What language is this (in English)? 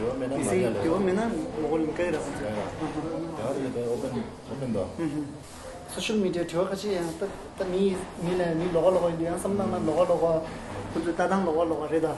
Tibetan